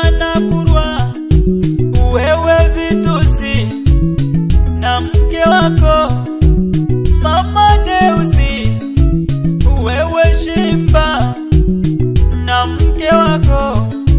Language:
Swahili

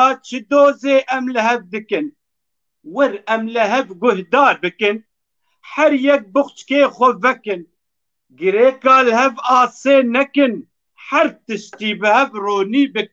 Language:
Kurdish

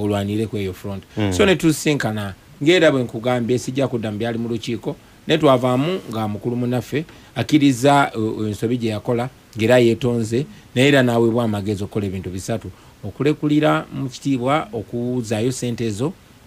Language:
Ganda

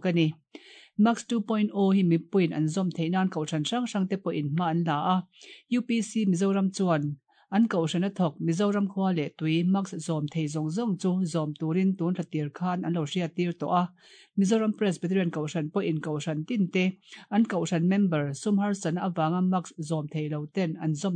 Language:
Mizo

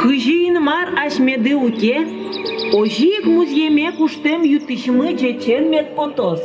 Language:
Udmurt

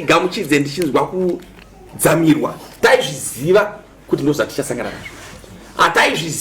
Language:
Shona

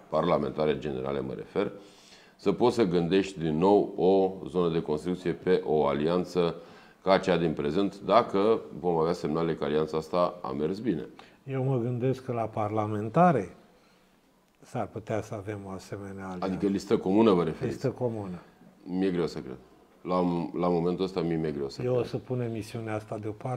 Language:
Romanian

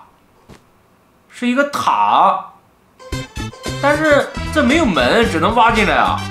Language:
Chinese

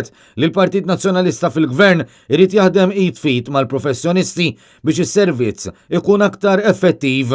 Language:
Maltese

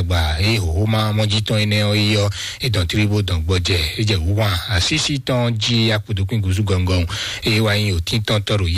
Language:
Fon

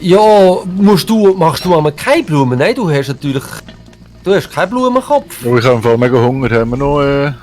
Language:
Swiss German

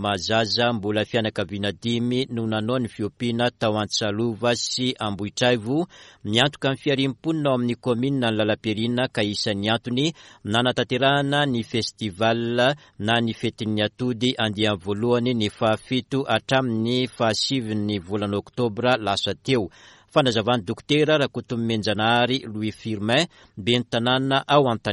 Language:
Malagasy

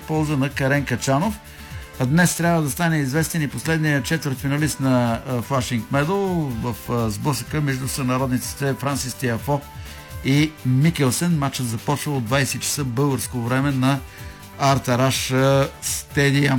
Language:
Bulgarian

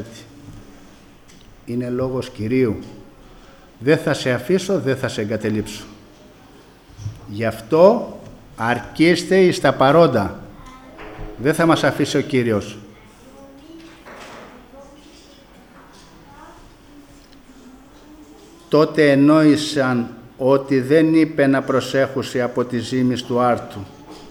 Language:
Greek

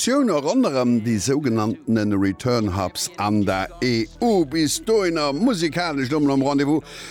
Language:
Luxembourgish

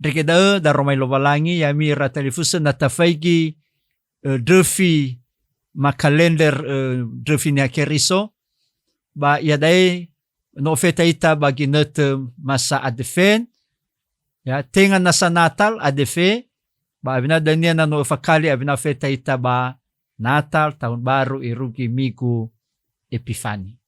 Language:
Nias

